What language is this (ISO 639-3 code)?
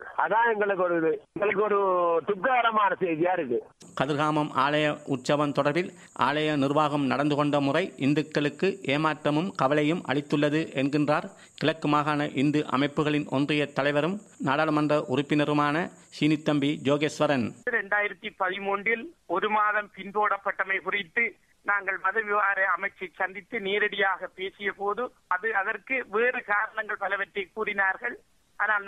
tam